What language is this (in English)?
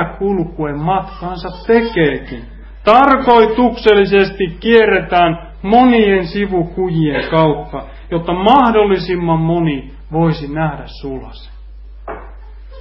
Finnish